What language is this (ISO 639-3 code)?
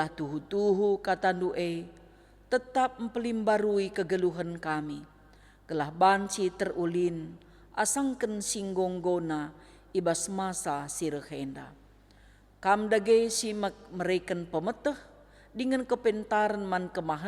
btx